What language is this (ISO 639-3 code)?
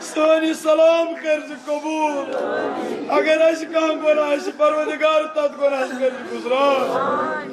kas